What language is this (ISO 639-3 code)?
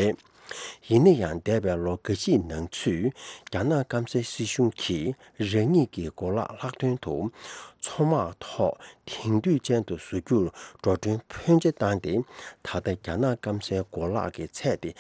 bod